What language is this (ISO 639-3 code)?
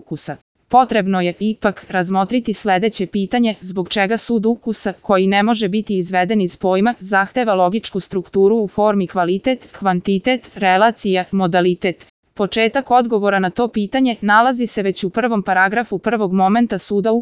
srp